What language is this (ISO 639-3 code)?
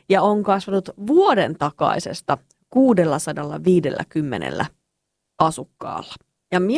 fin